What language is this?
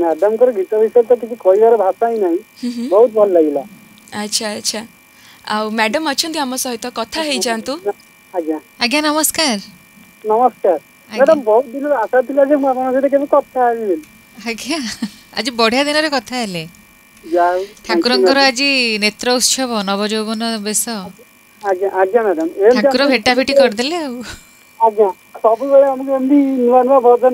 Odia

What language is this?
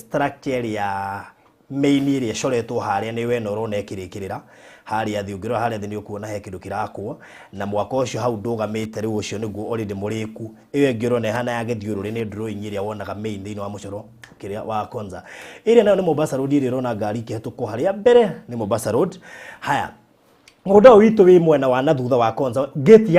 Kikuyu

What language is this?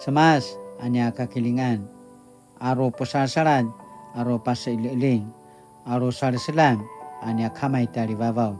Paiwan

